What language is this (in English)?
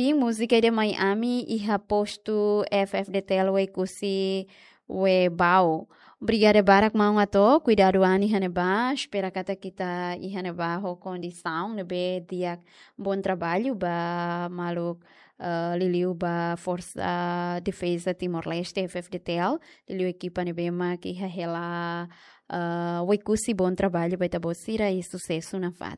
Tetum